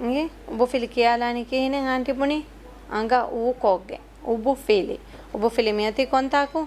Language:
Divehi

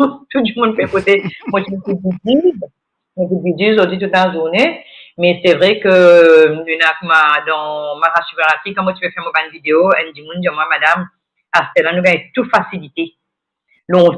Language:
Morisyen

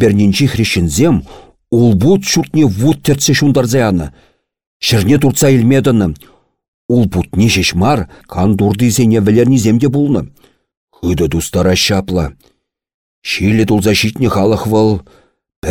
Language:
Chuvash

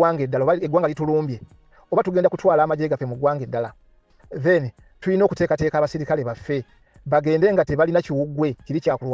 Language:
Ganda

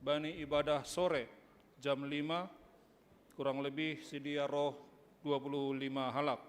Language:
Batak Simalungun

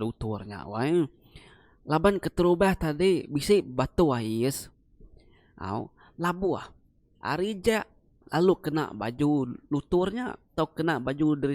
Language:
Iban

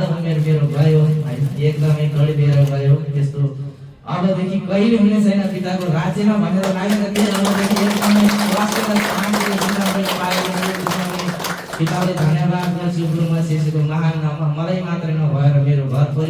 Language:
Nepali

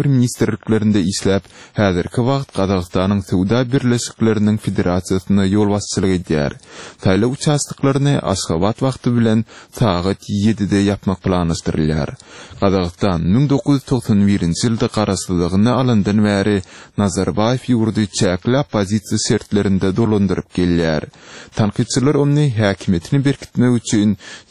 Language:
Turkmen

